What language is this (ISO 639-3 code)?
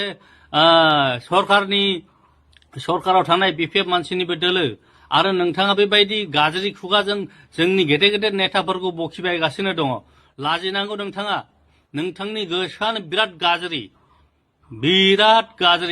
brx